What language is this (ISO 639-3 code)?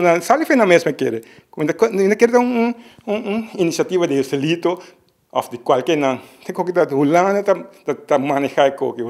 pap